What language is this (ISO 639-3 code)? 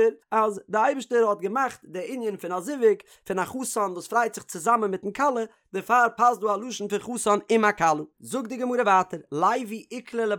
yid